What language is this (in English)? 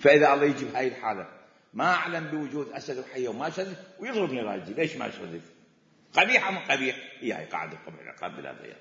Mesopotamian Arabic